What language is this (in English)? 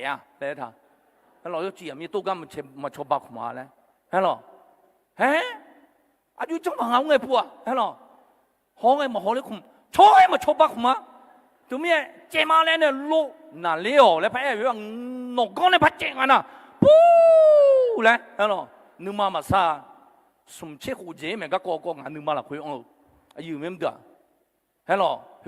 Akha